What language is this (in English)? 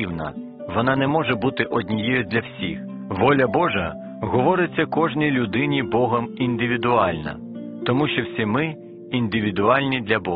Ukrainian